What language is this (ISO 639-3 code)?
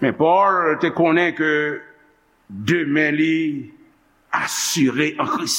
hat